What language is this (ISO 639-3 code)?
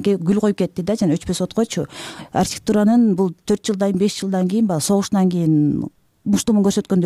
kir